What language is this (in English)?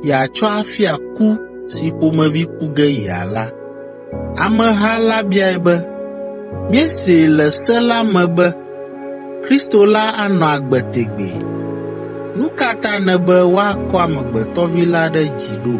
Ewe